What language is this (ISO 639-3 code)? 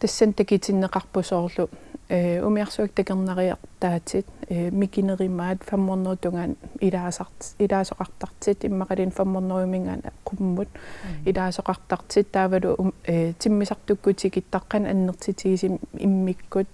kal